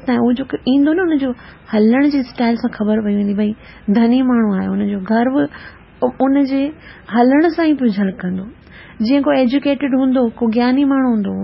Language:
Sindhi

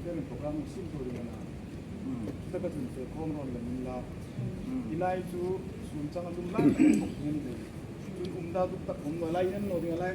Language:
Hmar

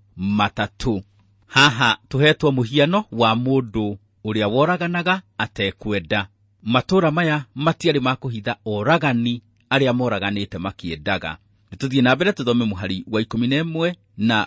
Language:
Kikuyu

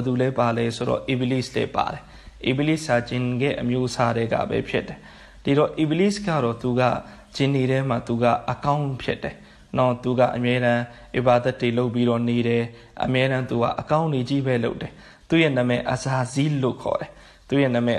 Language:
Burmese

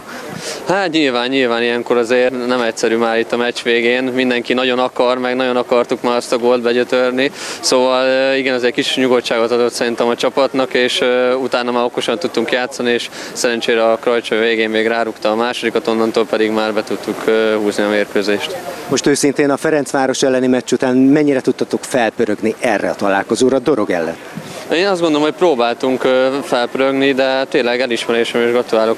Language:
Hungarian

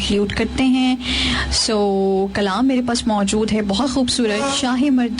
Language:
Hindi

